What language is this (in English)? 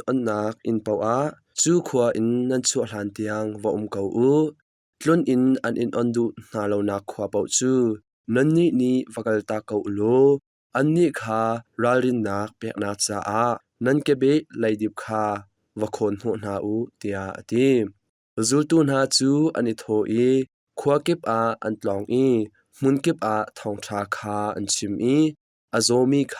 Hakha Chin